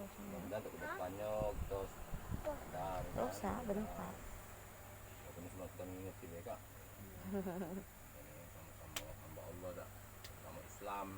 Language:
Musi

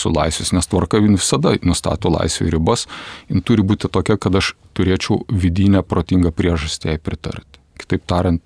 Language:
Lithuanian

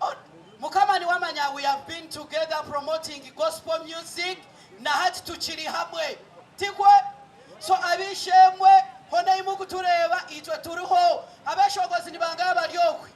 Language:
Nyankole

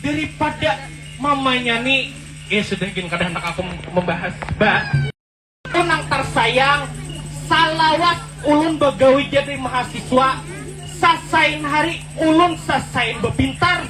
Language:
Banjar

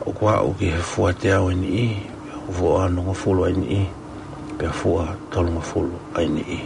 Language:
Tongan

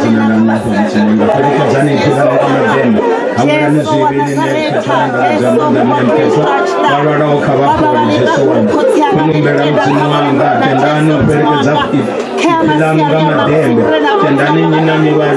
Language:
Venda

